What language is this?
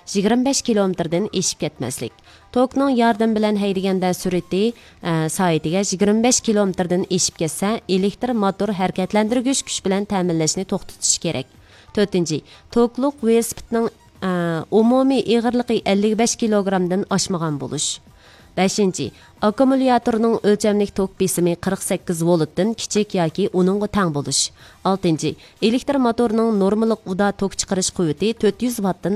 Uyghur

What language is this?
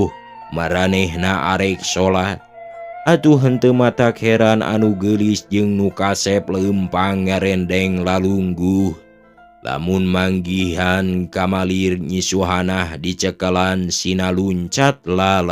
Sundanese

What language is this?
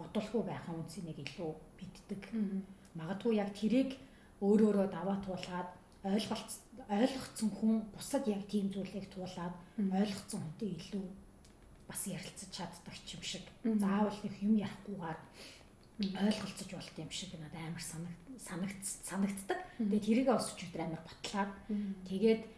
Mongolian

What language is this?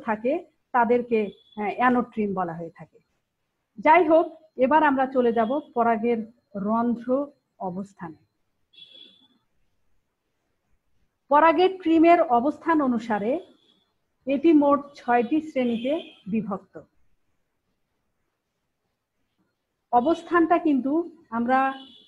Bangla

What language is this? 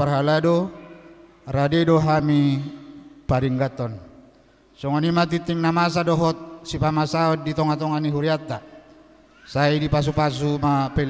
Batak Toba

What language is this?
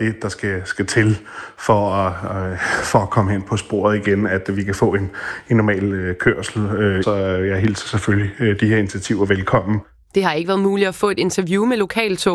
Danish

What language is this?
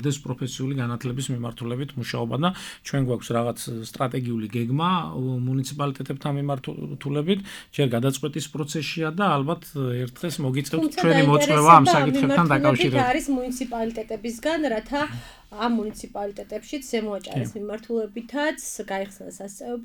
Georgian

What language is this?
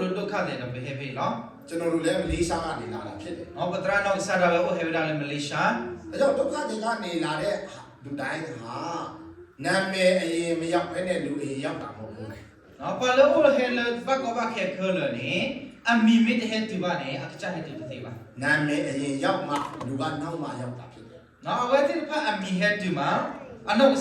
S'gaw Karen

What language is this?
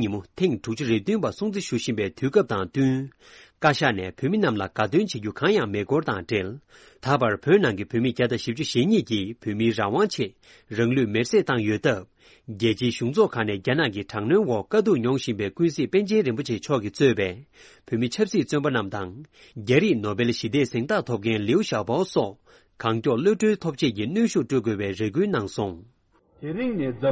Tibetan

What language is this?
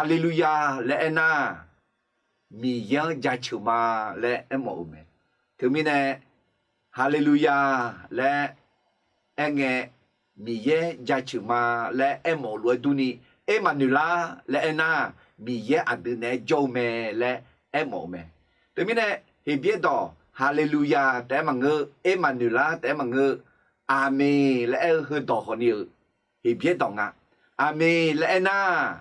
Akha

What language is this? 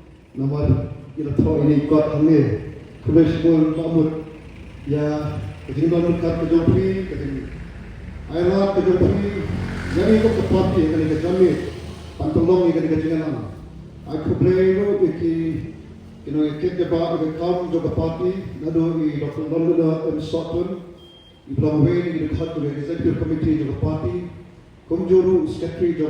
Khasi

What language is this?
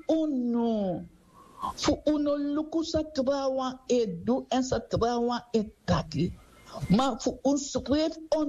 Sranan Tongo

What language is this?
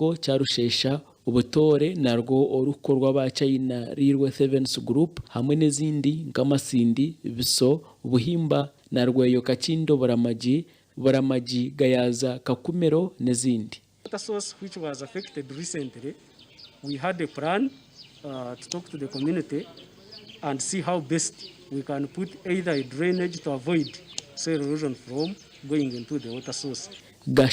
Nyankole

